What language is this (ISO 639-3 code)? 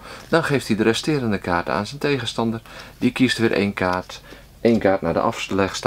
nld